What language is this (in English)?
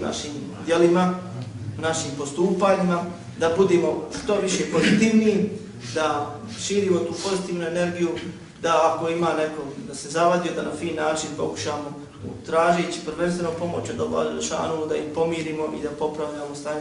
Bosnian